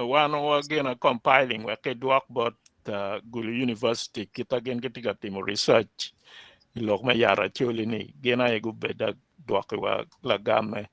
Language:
Acoli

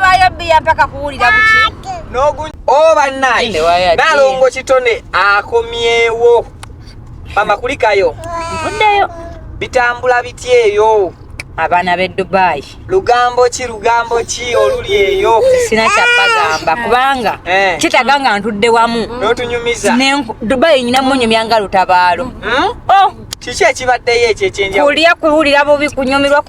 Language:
Ganda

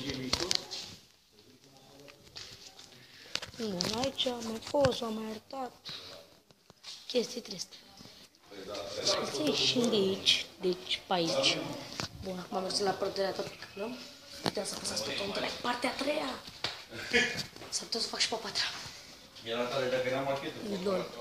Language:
Romanian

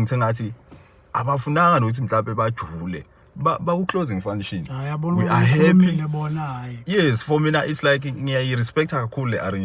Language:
Zulu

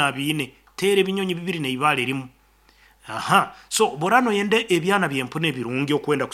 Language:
Nyankole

